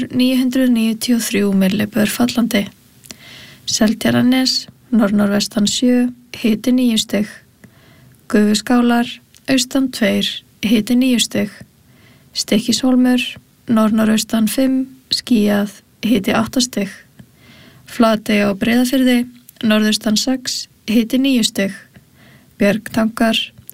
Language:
Icelandic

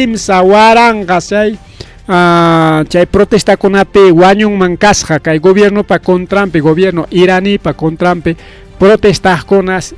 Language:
Ayacucho Quechua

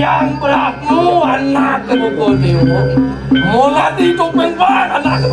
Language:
Balinese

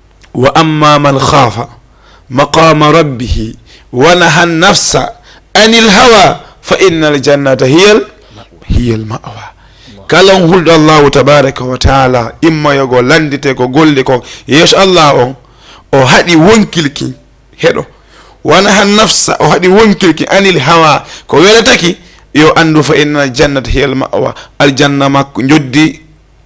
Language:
Fula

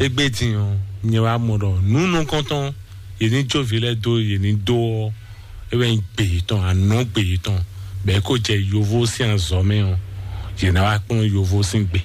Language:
Fon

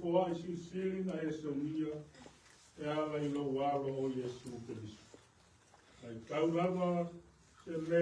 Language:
Samoan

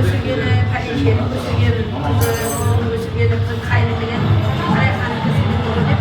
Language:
Kara-Kalpak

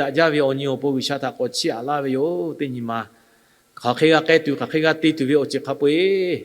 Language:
Lahu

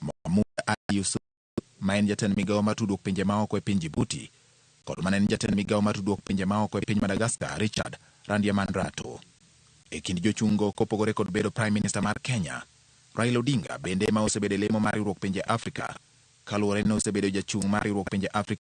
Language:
Luo (Kenya and Tanzania)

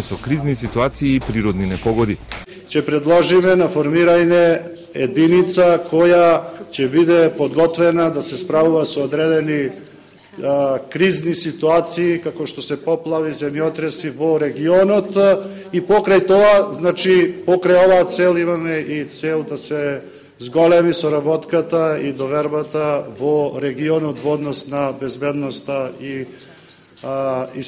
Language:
Macedonian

